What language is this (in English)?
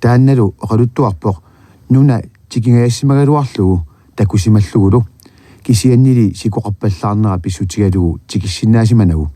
Kalaallisut